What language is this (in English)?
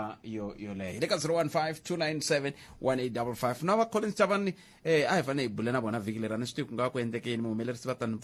Tsonga